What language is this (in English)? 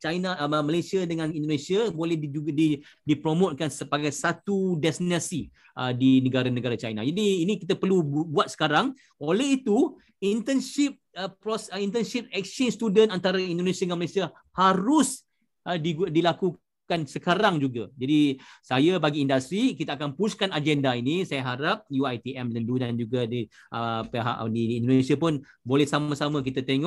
Malay